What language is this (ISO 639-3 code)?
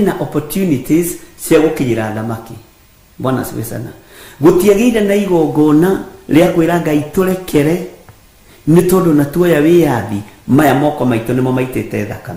kik